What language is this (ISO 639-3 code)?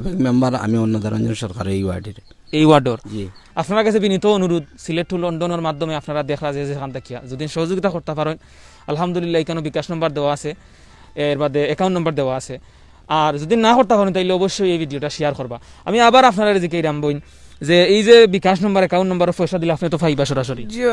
syl